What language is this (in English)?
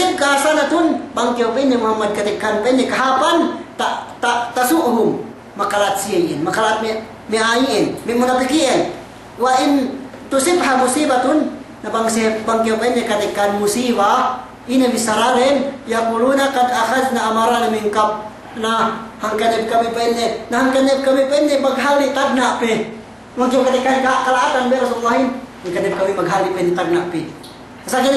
Yakan